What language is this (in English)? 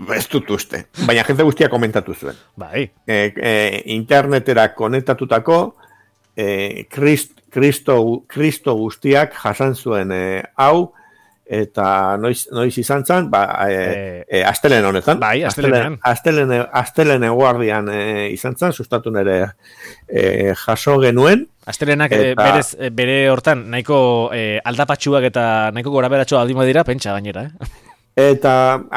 Basque